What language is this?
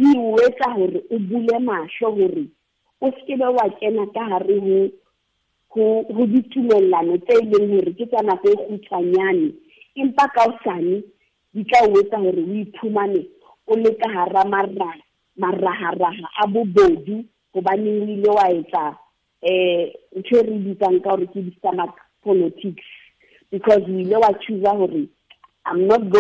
Southern Sotho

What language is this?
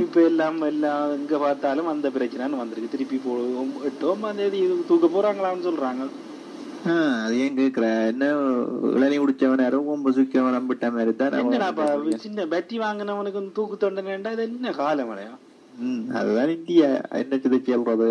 Tamil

